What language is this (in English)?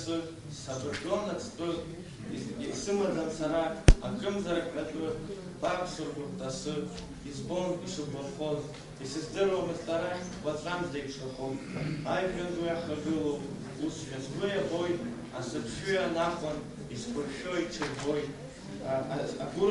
Abkhazian